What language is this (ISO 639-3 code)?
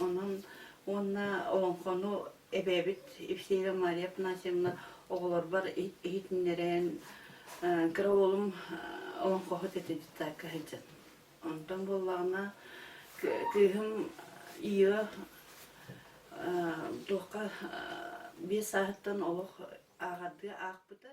sah